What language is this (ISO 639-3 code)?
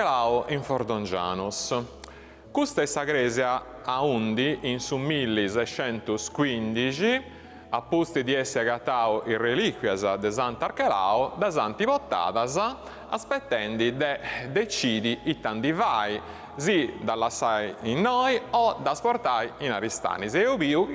srd